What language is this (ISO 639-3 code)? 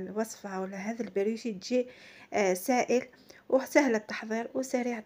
arq